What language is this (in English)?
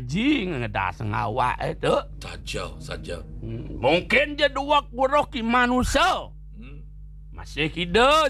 Balinese